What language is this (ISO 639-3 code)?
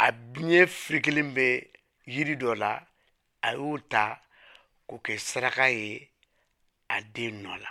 bam